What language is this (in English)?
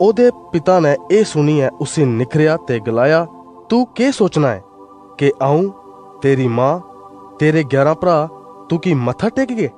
Dogri